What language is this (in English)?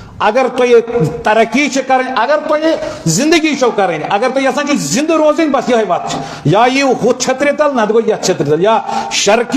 Kashmiri